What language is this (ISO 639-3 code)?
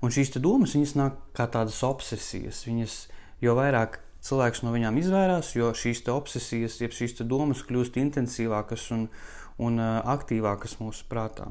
lav